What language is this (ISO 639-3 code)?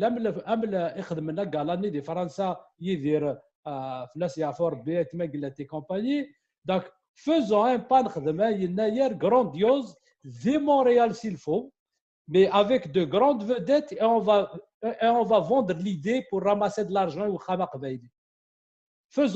kab